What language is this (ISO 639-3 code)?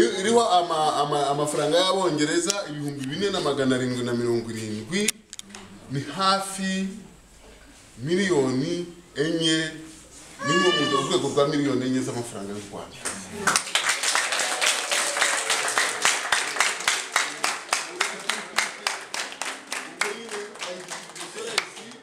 kin